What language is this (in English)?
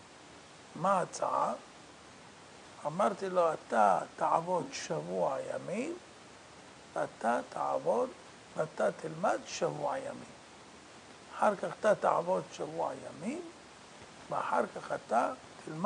Hebrew